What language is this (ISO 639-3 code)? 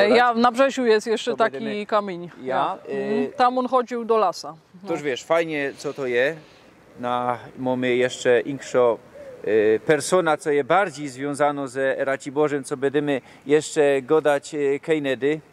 szl